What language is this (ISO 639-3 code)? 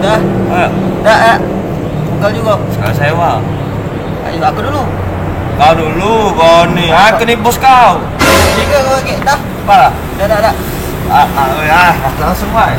mui